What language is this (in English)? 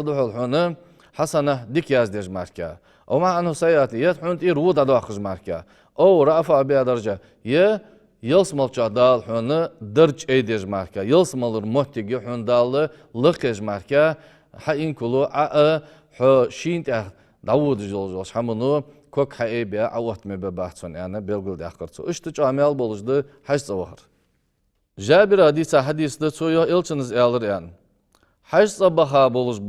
Ingush